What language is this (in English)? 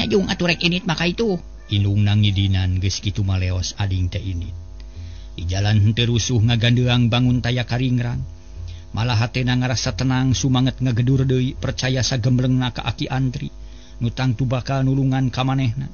Sundanese